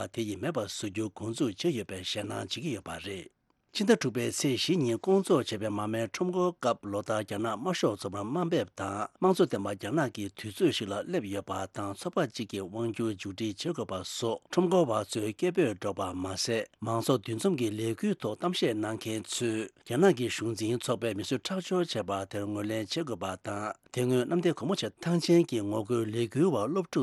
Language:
Tibetan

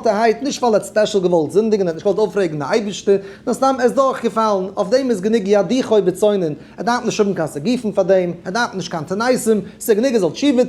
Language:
Yiddish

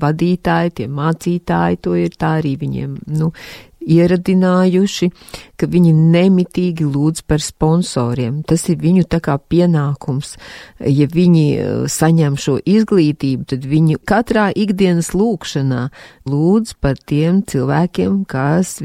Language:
Latvian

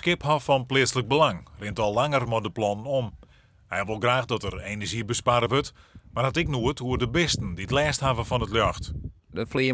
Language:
Western Frisian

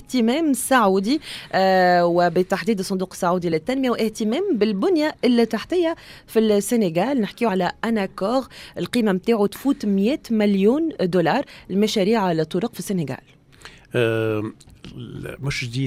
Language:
Tunisian Arabic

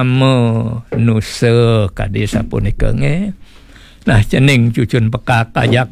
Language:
Balinese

